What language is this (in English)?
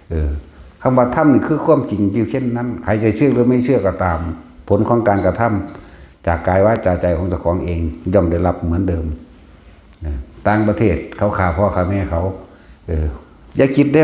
Northeastern Thai